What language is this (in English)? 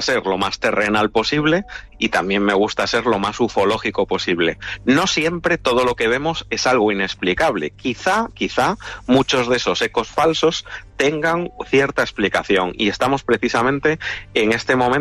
Spanish